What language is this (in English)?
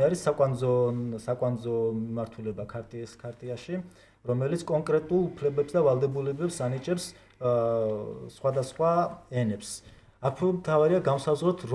Georgian